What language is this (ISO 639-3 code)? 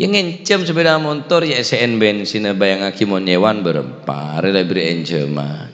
mad